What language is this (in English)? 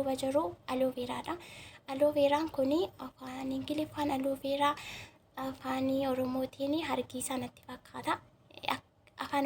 Oromo